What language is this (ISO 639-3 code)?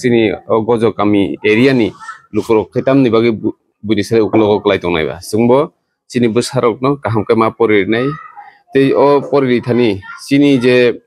trp